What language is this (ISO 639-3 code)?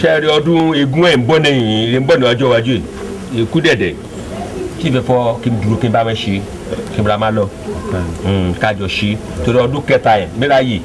yor